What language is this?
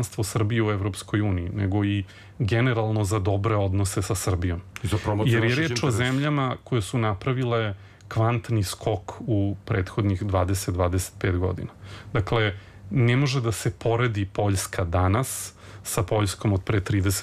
Serbian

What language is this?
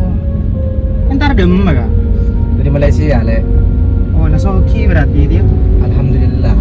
Madurese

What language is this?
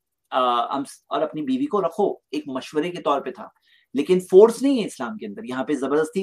Hindi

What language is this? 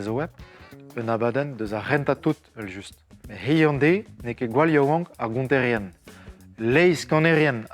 Breton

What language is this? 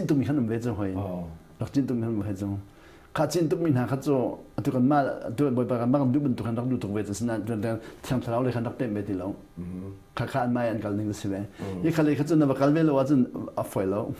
Hakha Chin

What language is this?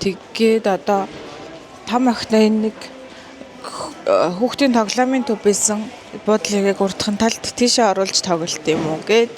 Mongolian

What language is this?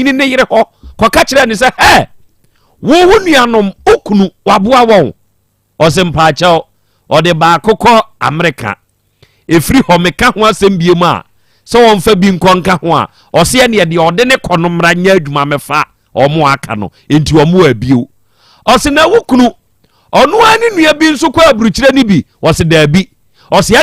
Akan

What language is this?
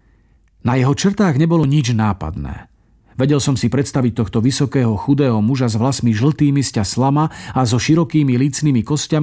Slovak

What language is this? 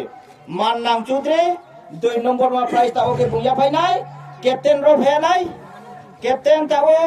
Riang (India)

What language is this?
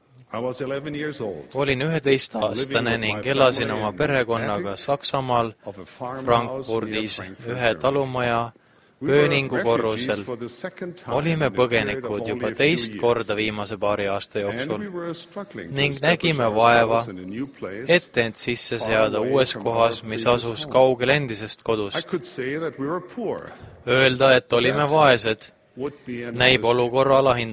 Estonian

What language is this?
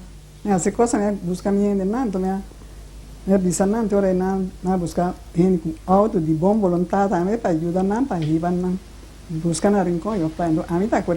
Papiamento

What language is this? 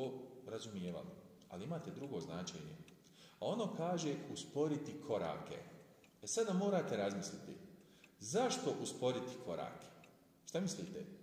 Bosnian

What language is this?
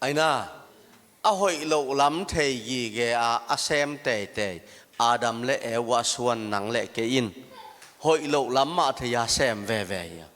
Tedim Chin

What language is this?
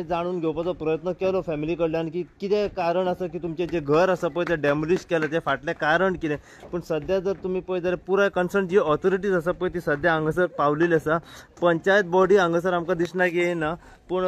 Konkani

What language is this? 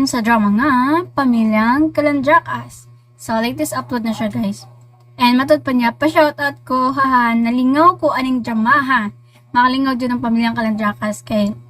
Cebuano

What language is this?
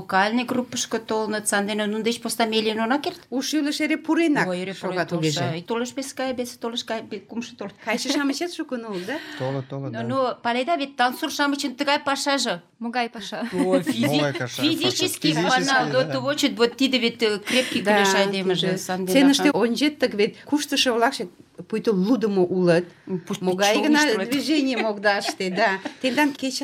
Mari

